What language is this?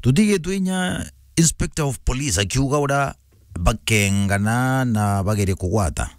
Meru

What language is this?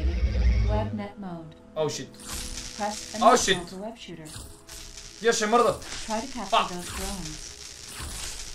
Bulgarian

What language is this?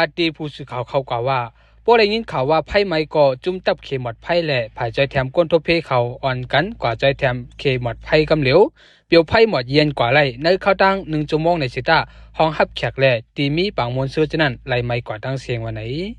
Shan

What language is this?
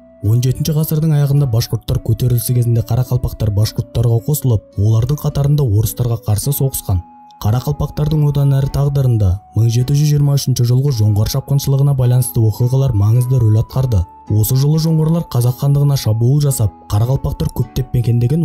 Kara-Kalpak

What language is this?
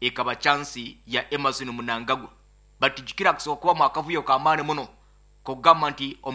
Nyoro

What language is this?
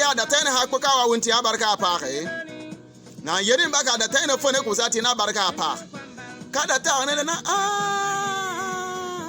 Bimoba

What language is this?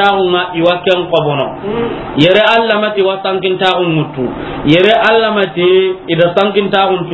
Soninke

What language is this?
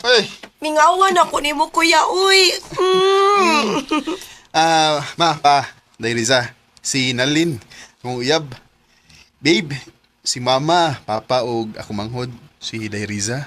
Cebuano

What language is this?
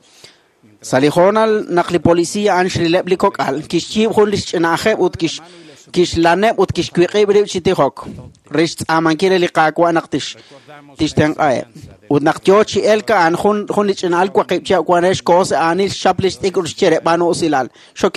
Kekchí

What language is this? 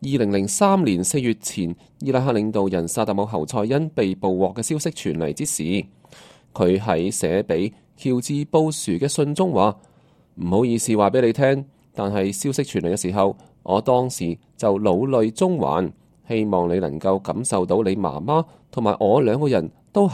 Cantonese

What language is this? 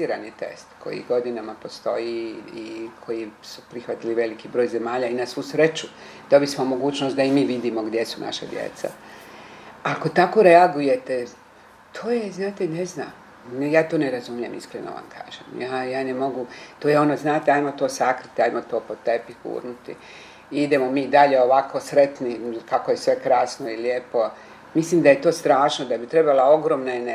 Bosnian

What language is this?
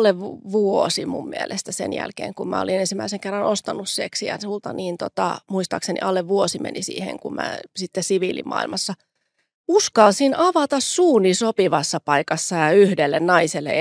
Finnish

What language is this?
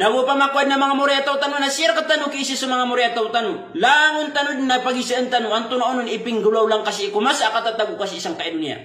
Maranao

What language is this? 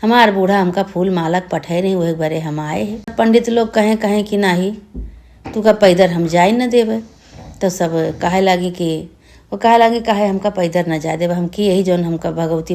Awadhi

